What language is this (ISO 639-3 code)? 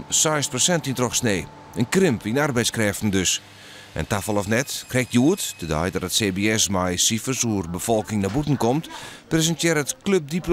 fry